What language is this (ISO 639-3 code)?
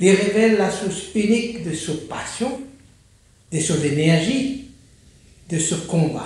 mfe